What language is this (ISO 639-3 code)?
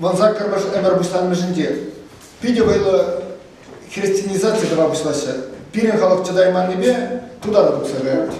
chv